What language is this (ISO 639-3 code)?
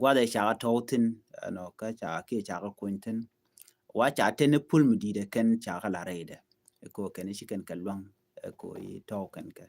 nus